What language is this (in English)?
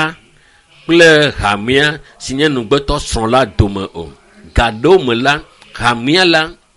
Ewe